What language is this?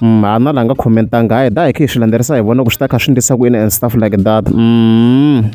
Tsonga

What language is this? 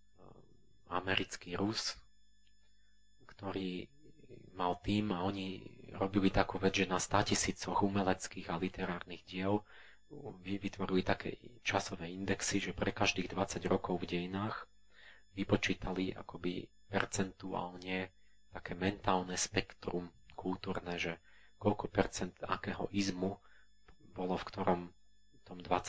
Slovak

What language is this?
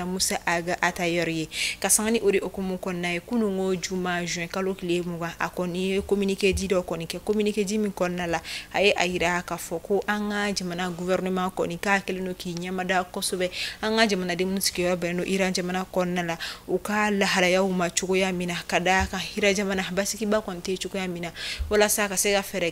Bambara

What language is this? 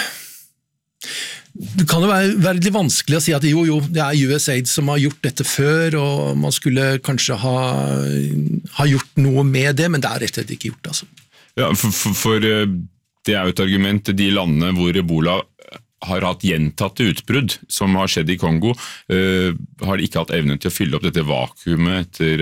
Norwegian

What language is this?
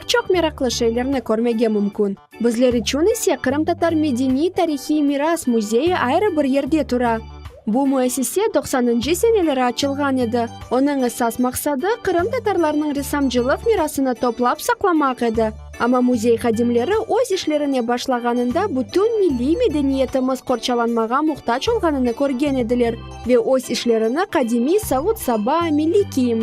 Crimean Tatar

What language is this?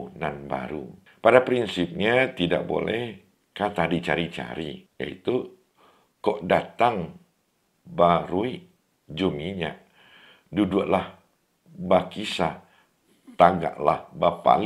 Minangkabau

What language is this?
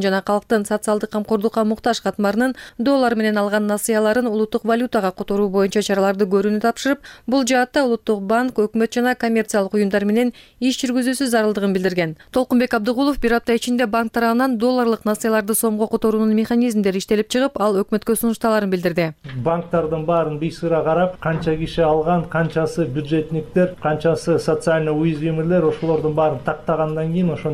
Kyrgyz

